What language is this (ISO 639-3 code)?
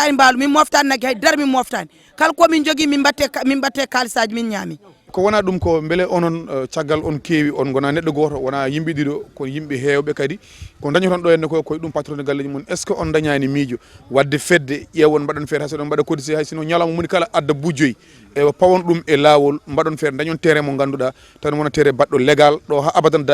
ful